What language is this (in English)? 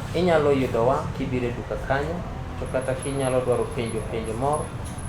Luo (Kenya and Tanzania)